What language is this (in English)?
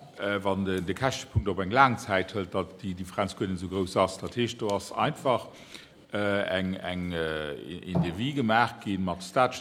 Luxembourgish